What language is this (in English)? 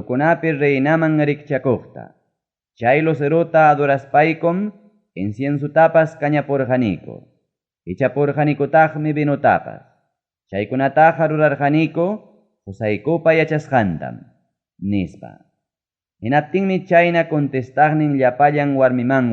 Ayacucho Quechua